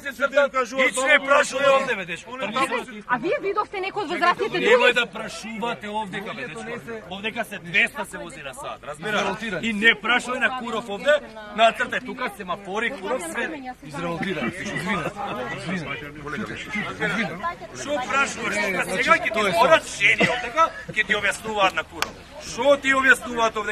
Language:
Macedonian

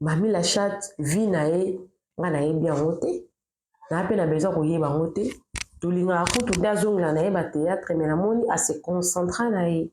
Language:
Lingala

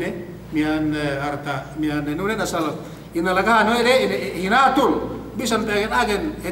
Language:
Yakan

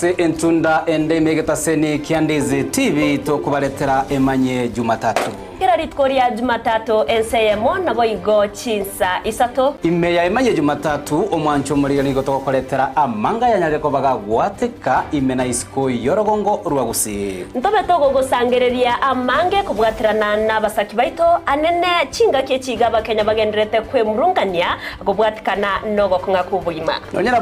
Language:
Gusii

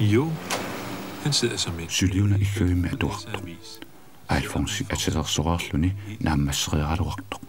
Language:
Kalaallisut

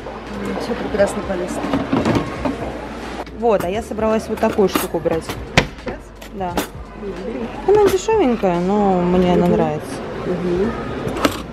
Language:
Russian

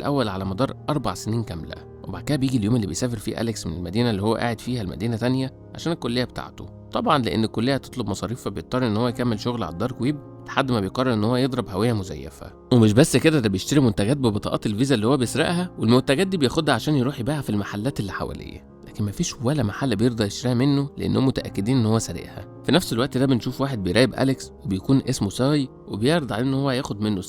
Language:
Egyptian Arabic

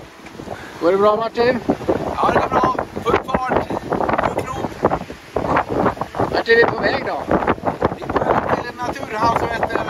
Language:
Swedish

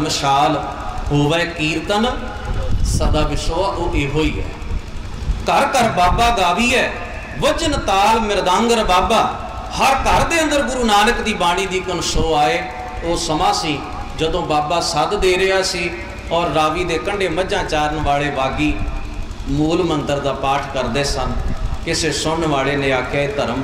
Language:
Punjabi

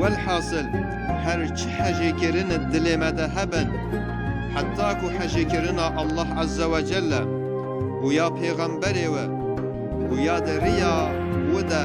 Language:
Kurdish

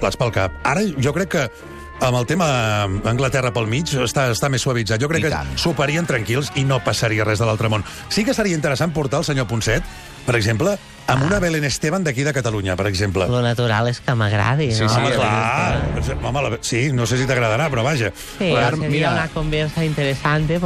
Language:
Catalan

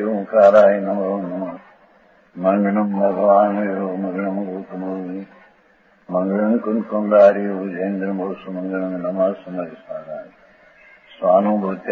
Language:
Gujarati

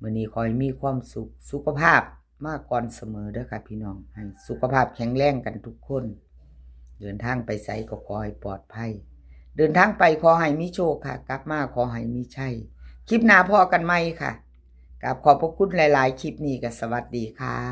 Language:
Lao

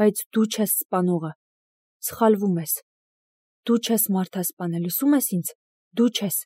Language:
Armenian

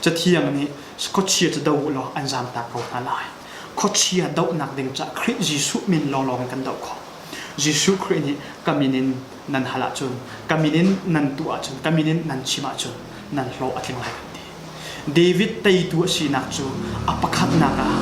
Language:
Hakha Chin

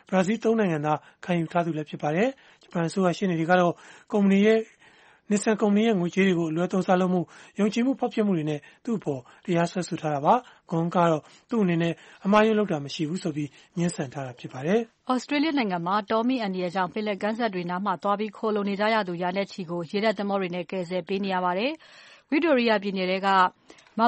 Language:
Burmese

